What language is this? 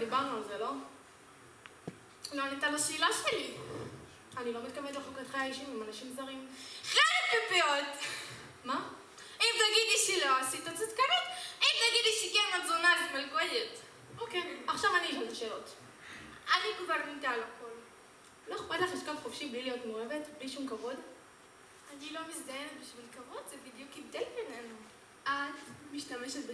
Hebrew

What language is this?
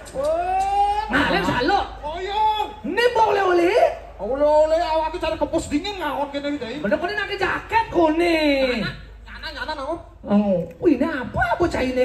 Balinese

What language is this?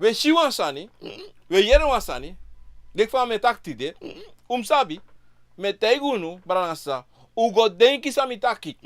Sranan Tongo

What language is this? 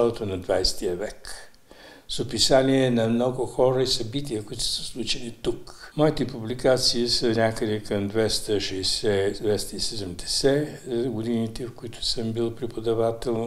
Bulgarian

